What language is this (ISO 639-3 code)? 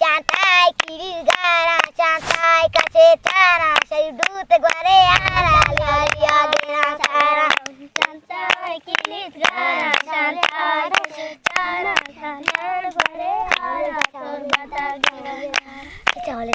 bgp